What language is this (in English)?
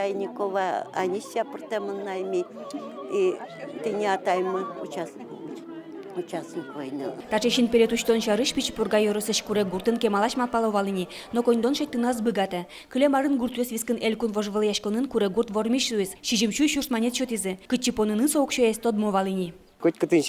Udmurt